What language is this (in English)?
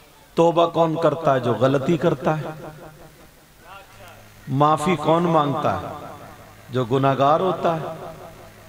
Urdu